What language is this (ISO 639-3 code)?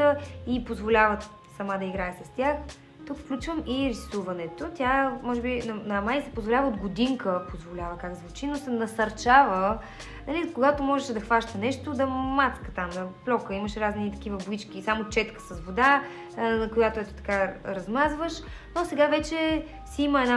bul